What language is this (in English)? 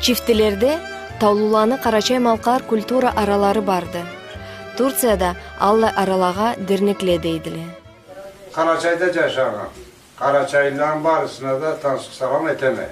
Karachay-Balkar